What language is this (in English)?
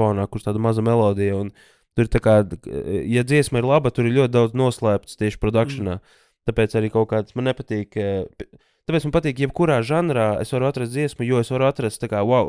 Latvian